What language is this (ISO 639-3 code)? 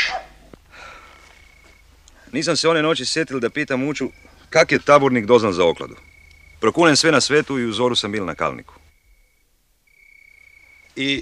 hrv